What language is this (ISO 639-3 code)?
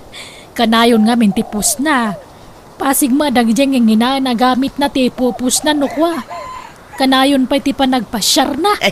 ilo